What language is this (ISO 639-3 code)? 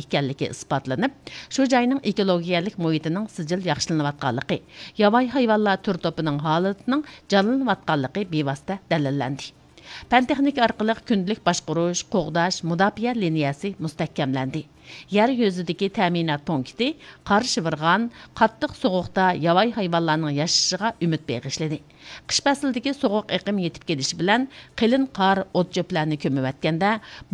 uig